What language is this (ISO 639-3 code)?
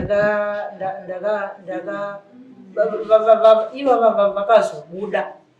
sna